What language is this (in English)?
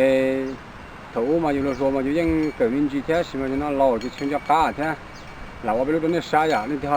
Hmong